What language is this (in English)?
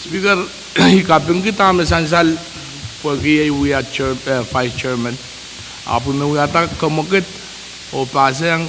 Pohnpeian